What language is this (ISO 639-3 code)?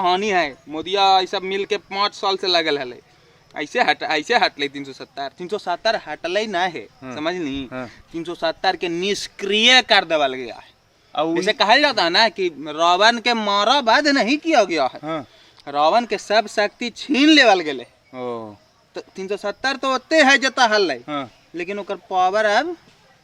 mag